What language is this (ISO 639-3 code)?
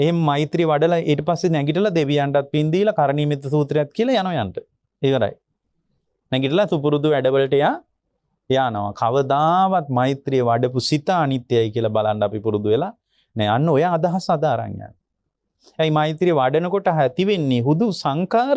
sin